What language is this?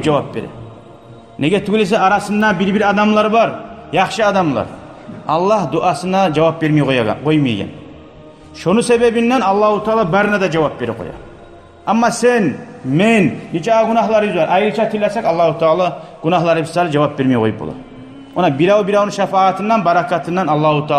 Kumyk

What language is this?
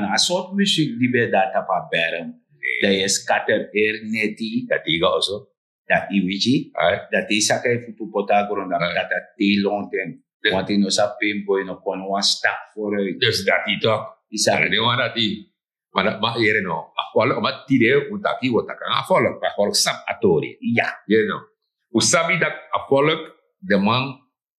Sranan Tongo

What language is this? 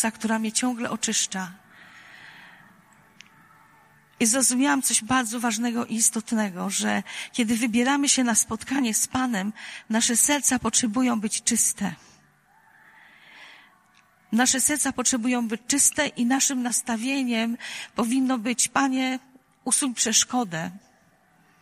Polish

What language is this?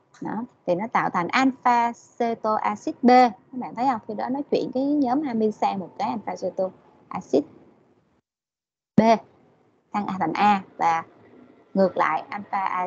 Vietnamese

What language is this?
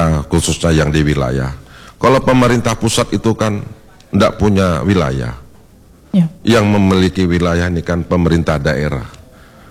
Indonesian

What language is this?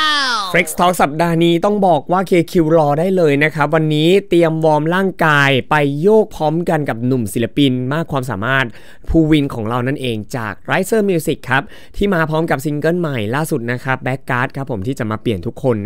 Thai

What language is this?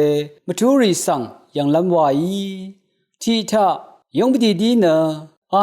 Rawang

